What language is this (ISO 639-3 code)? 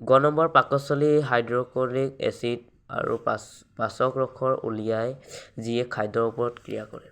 asm